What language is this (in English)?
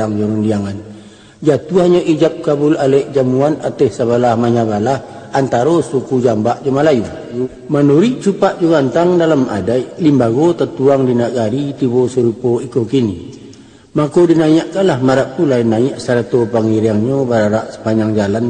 Minangkabau